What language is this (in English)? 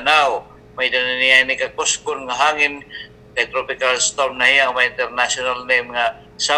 Waray